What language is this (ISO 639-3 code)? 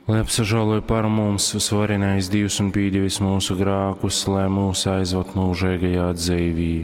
ltg